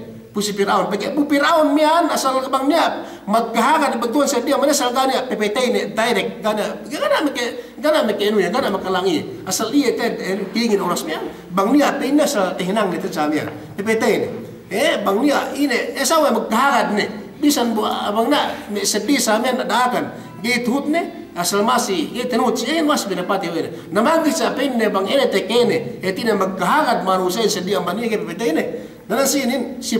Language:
Yakan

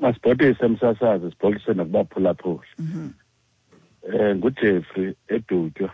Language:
Xhosa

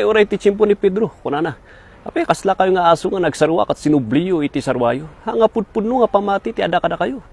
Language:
Iloko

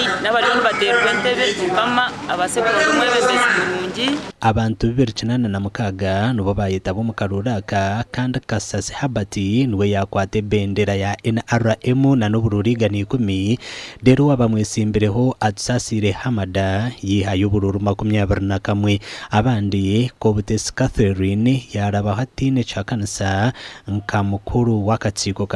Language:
Nyankole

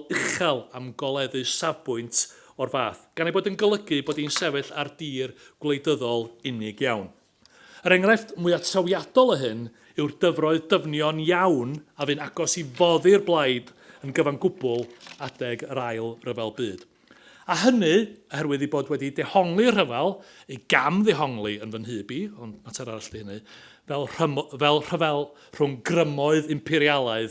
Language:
Welsh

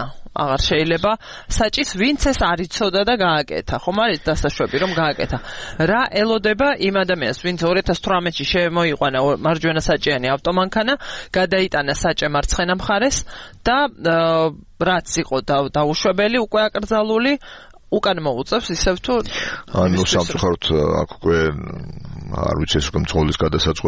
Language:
Georgian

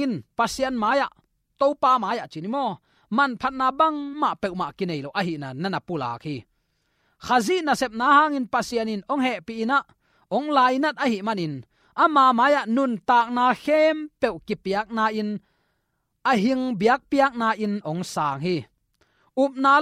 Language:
Tedim Chin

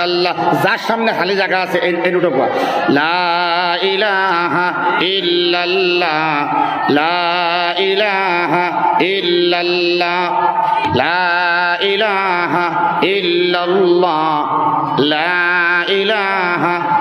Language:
Bangla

